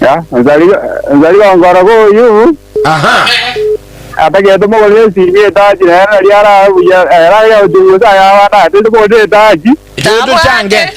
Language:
Gusii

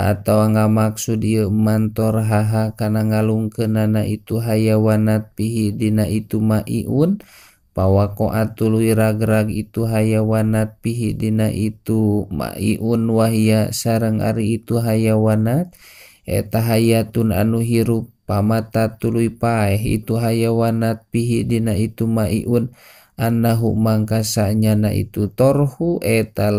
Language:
Sundanese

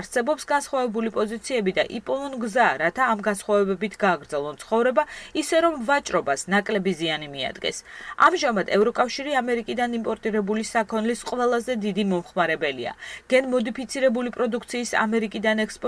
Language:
Georgian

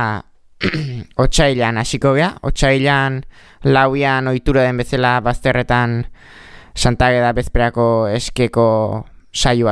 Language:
Basque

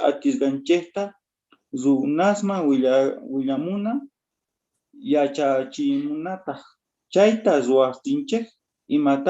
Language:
South Bolivian Quechua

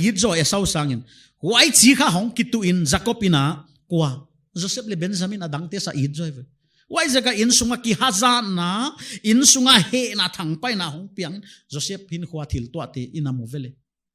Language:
Paite Chin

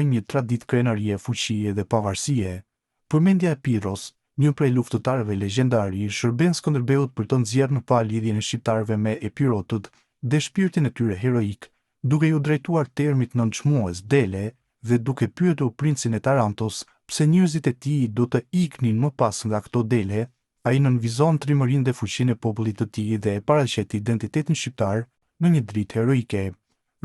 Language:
Albanian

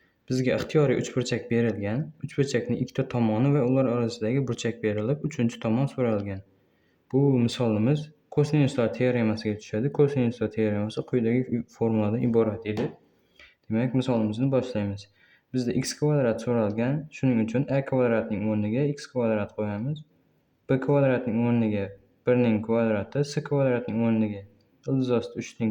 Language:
Uzbek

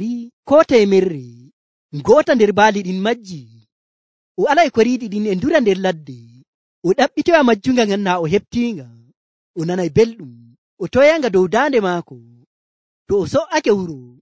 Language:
Nigerian Fulfulde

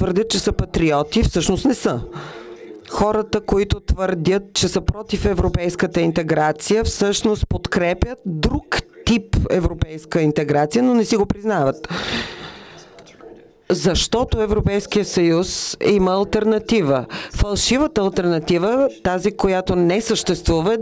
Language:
Bulgarian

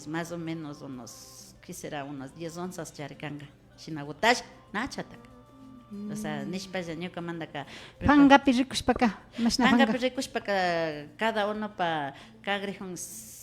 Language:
Imbabura Highland Quichua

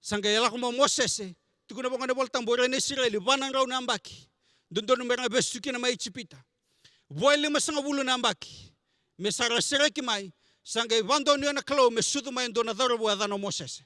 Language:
Fijian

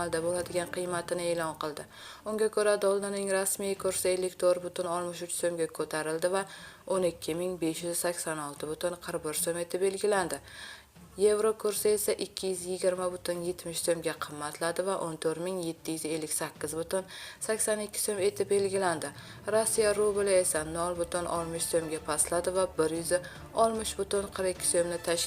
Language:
Uzbek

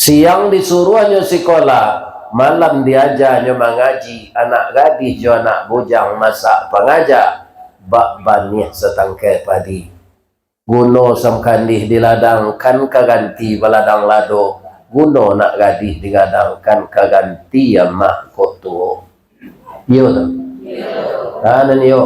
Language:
Minangkabau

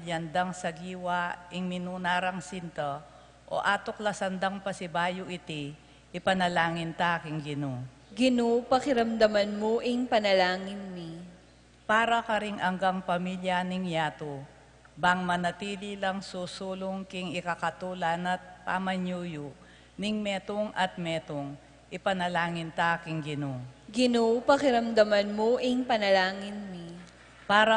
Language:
Pampanga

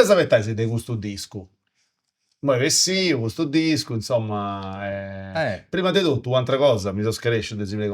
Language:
Sardinian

